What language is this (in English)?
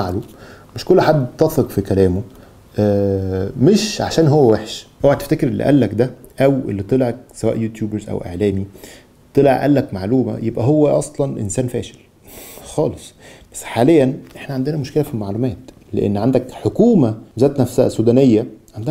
Egyptian Arabic